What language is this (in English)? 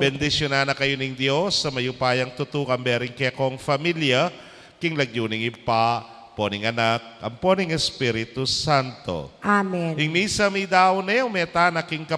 Pampanga